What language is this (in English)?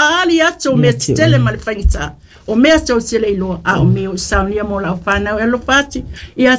Samoan